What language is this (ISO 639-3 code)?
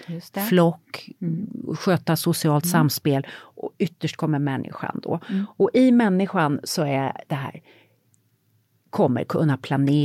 swe